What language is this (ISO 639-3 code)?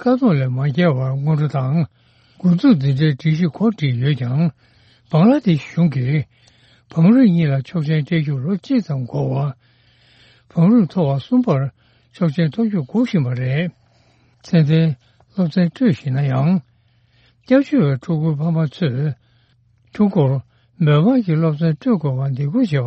bod